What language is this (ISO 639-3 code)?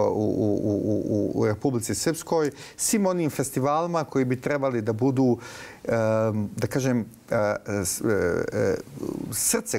bos